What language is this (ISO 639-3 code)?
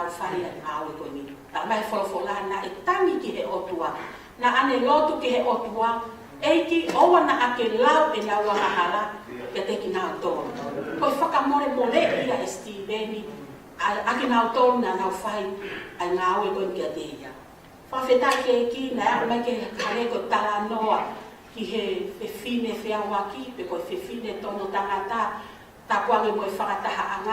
ton